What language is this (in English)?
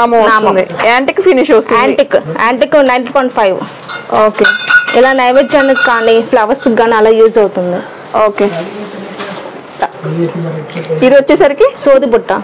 Telugu